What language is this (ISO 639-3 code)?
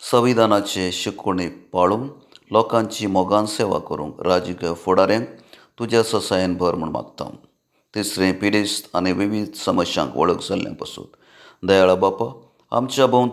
kok